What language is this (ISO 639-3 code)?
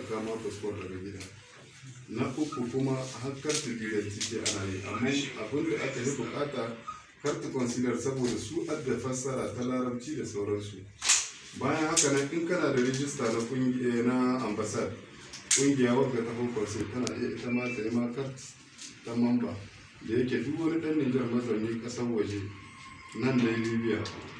hau